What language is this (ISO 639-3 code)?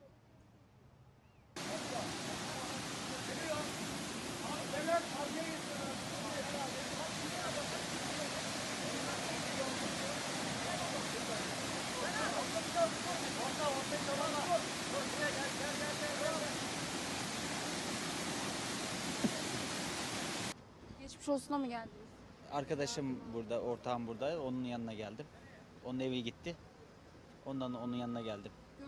tur